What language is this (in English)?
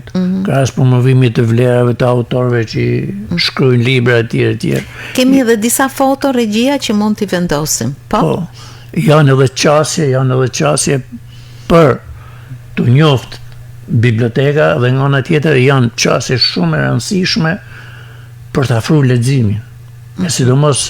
Albanian